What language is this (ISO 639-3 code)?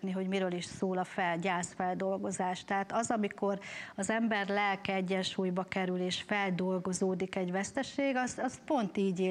hun